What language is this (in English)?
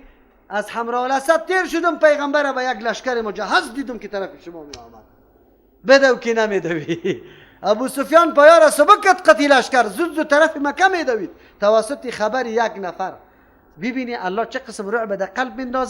Persian